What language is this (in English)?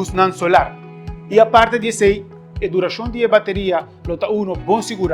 Papiamento